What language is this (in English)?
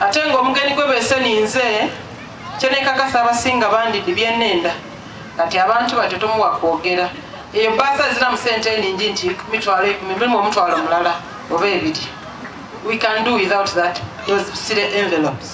Soga